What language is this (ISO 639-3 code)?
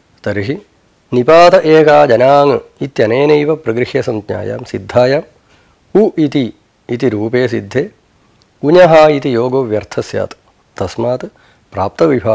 san